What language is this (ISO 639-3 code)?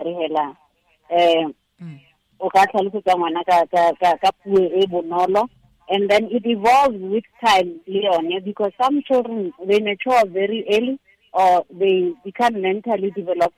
tsn